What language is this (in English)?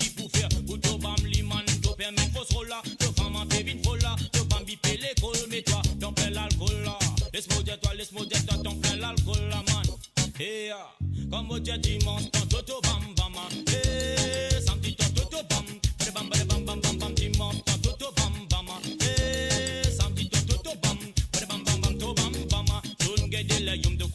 Morisyen